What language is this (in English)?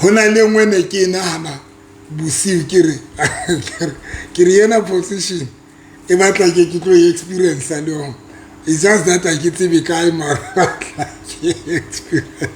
Southern Sotho